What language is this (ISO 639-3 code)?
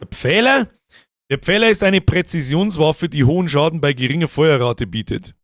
bar